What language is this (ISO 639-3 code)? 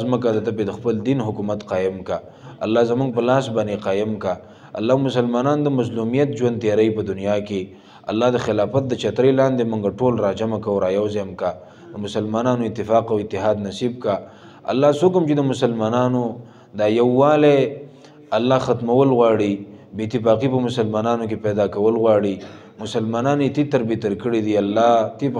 pus